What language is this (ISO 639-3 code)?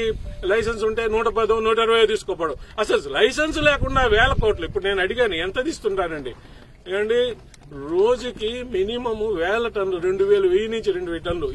tel